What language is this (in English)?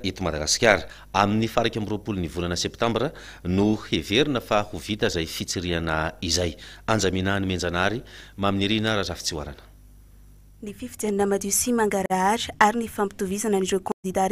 Malagasy